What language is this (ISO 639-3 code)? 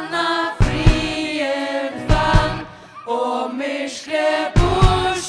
fao